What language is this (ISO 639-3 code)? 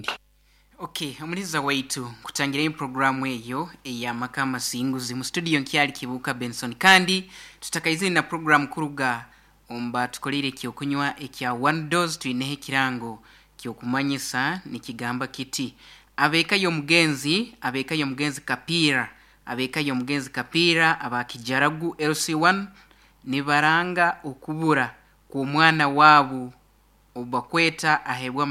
nyo